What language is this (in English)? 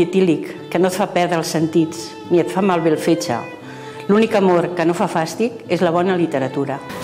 Catalan